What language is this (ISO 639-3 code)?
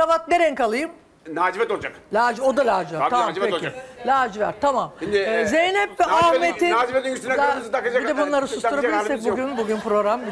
tur